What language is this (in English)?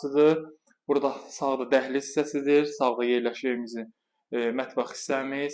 Azerbaijani